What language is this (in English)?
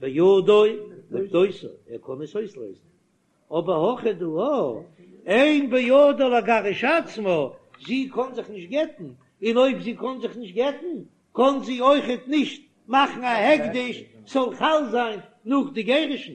Yiddish